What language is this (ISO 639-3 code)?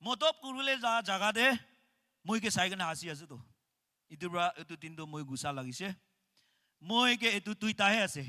nag